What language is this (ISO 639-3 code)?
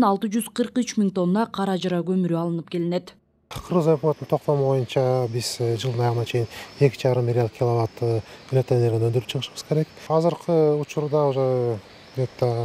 kir